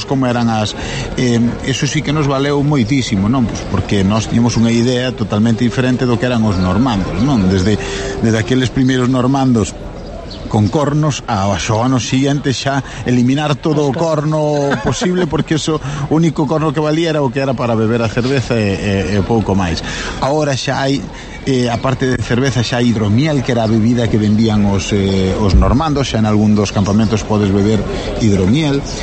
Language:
Galician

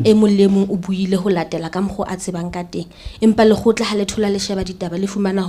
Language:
Southern Sotho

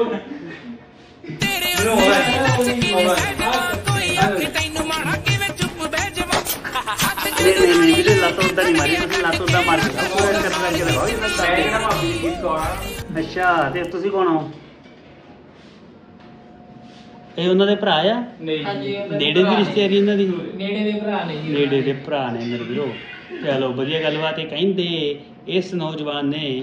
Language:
Punjabi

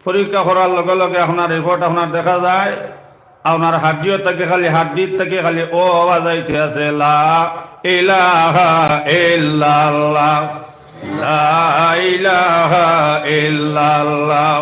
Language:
Sylheti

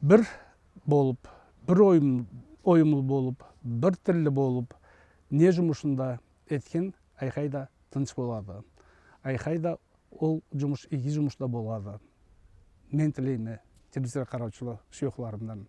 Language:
Karachay-Balkar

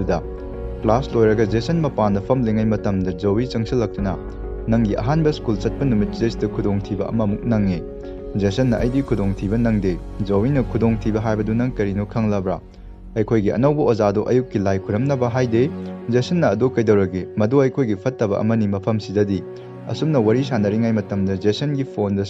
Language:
Manipuri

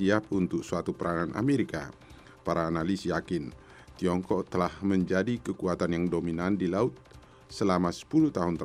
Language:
Indonesian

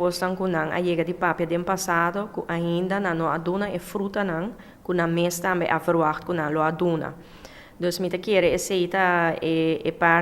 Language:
Papiamento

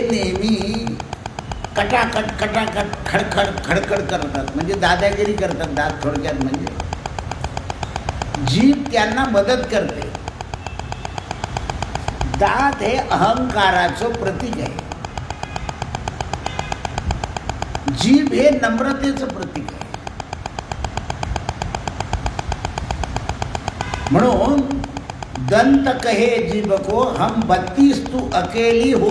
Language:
Marathi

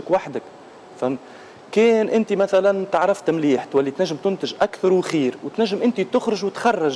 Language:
Tunisian Arabic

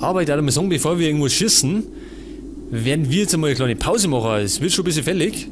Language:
Bavarian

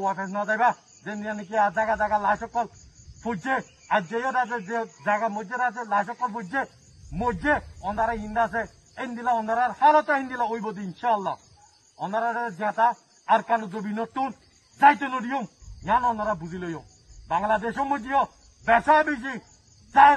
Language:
Rohingya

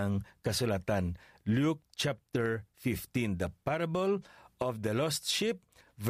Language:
Hiligaynon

